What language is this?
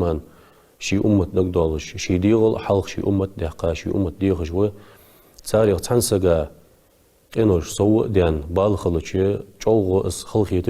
Ingush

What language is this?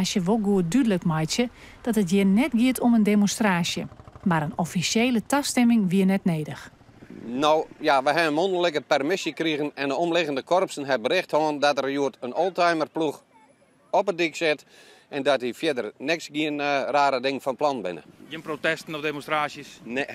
Western Frisian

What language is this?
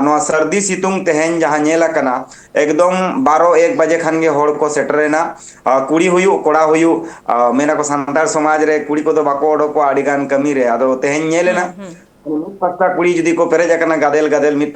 Santali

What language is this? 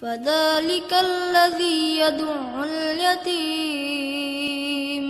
Tajik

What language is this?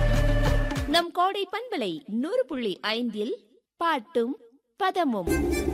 Tamil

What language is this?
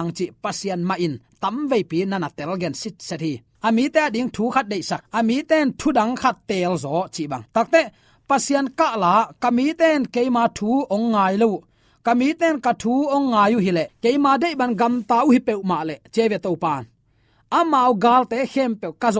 Tedim Chin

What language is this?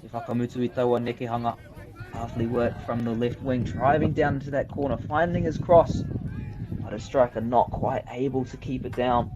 Māori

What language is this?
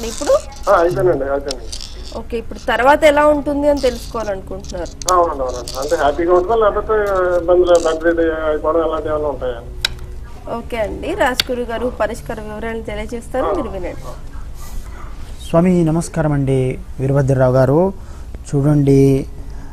Telugu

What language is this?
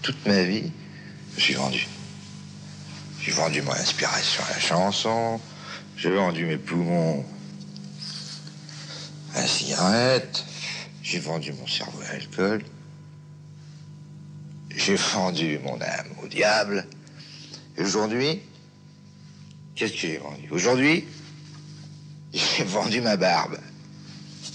French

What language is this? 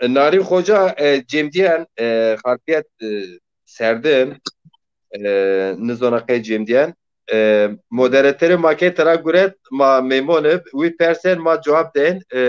Zaza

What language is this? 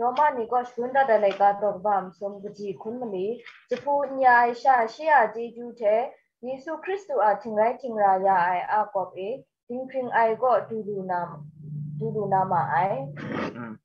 Kachin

